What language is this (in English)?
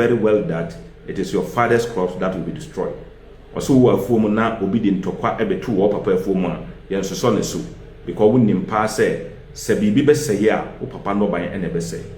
Akan